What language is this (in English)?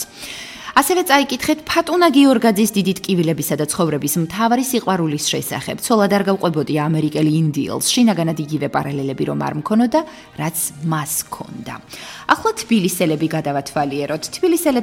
Georgian